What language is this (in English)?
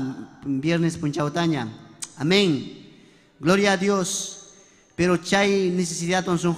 Ayacucho Quechua